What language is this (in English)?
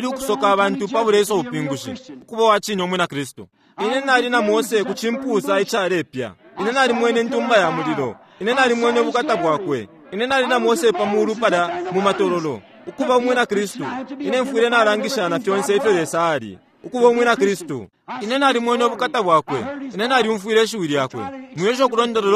Bemba